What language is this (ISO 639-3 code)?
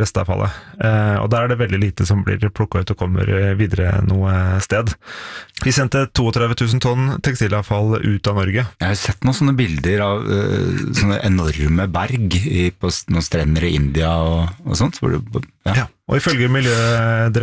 nor